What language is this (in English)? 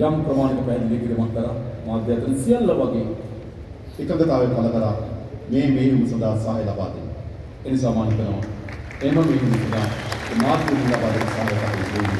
Sinhala